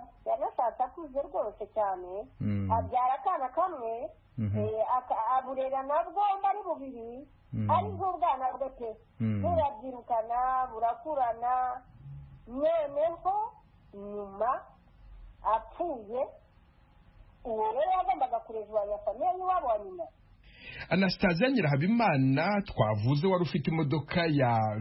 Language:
Kinyarwanda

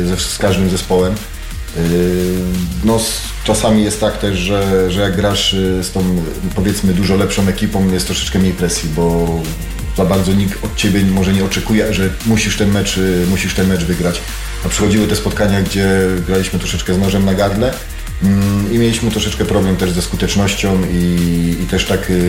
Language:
Polish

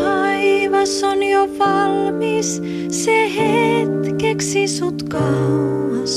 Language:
Finnish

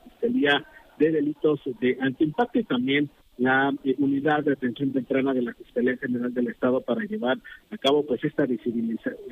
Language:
Spanish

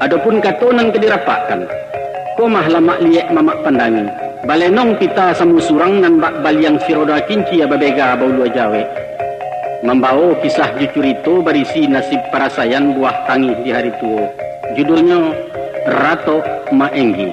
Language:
Minangkabau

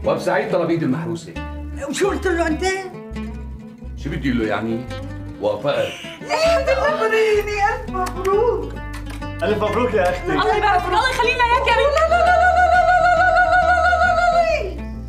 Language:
North Levantine Arabic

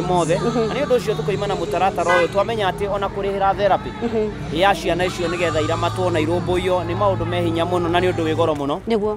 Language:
Kikuyu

